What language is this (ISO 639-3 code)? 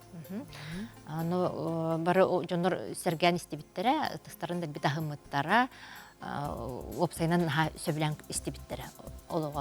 sah